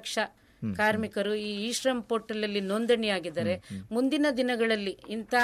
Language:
Kannada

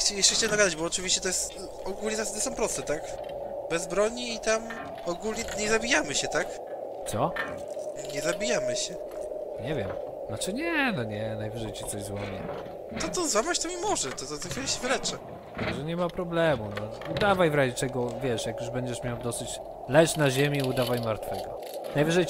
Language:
Polish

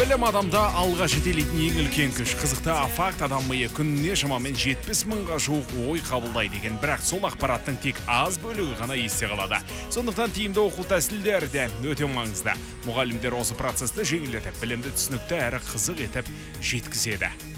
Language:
Kazakh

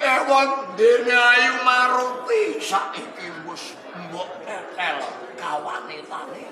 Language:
Javanese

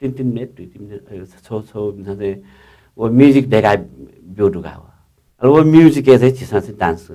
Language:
Newari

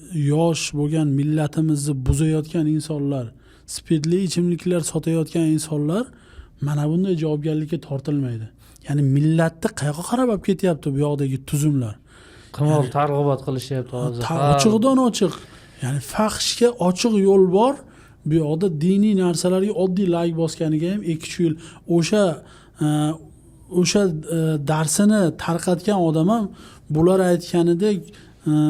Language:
Uzbek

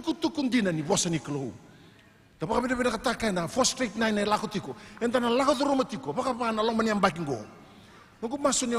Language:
Fijian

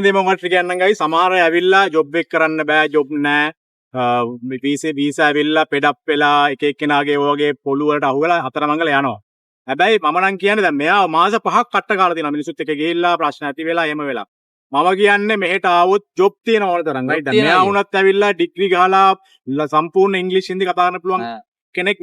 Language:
Sinhala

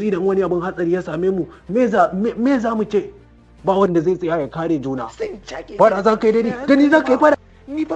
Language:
Hausa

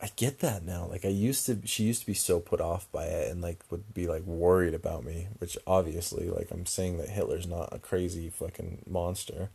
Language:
English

